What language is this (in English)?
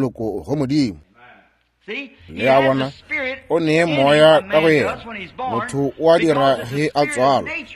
Northern Sotho